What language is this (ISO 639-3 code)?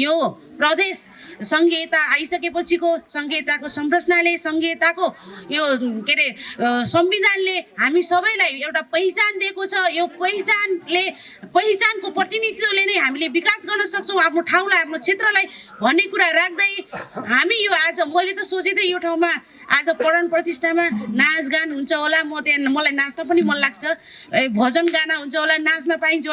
nep